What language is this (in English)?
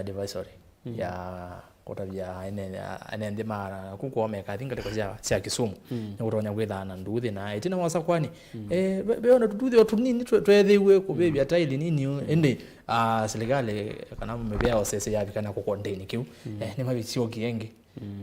Kamba